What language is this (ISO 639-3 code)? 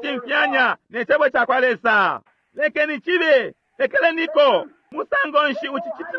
bem